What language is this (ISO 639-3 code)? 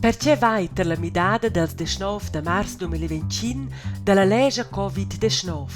roh